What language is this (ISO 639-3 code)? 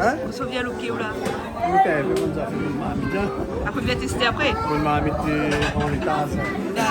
rcf